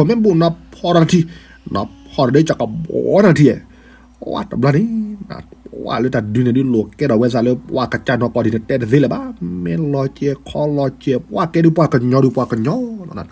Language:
S'gaw Karen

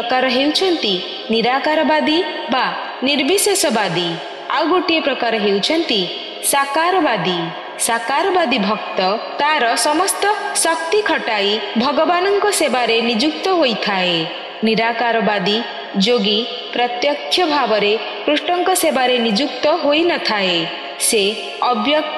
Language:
Odia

